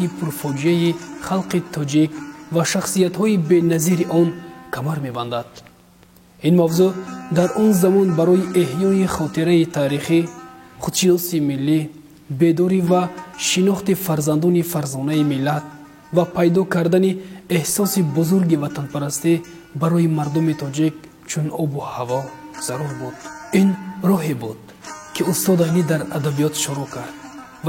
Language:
Tajik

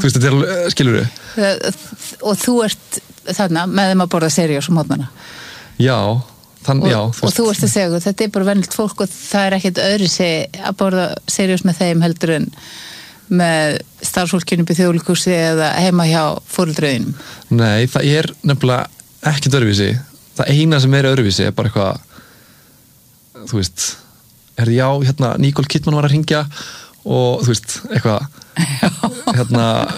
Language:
Icelandic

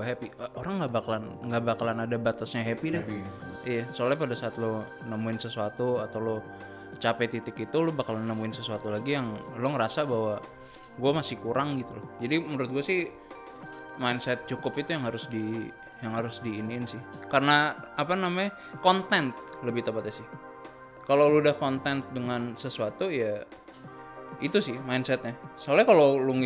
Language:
Indonesian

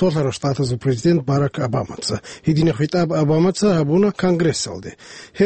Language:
Avaric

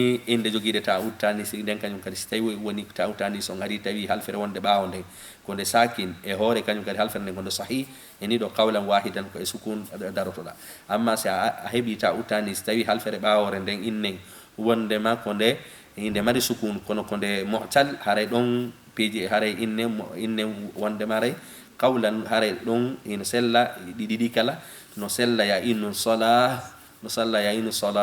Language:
Fula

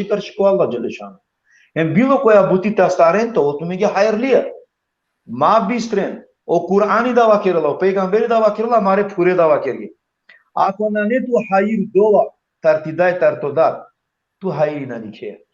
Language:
Balkan Romani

